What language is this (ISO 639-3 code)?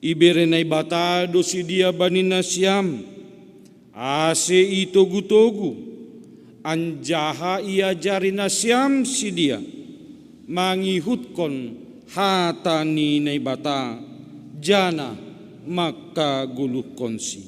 bts